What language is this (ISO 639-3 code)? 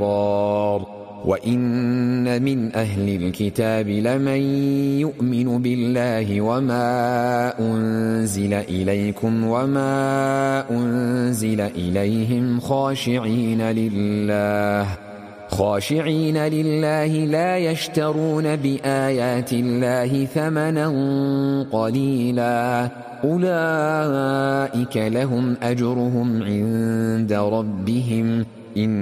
ara